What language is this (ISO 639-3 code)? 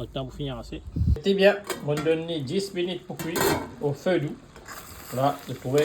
mfe